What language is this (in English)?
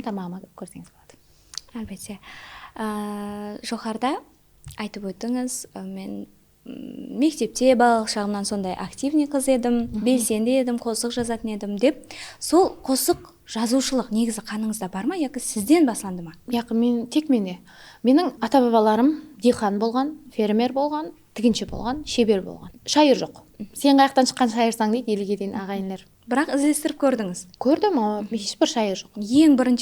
Kara-Kalpak